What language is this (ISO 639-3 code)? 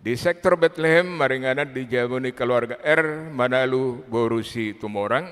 bbc